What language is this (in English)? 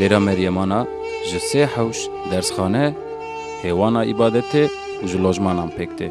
Kurdish